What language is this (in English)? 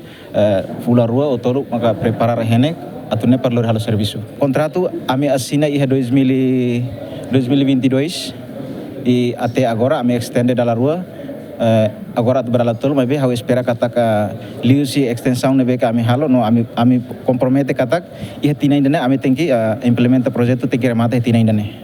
Tetum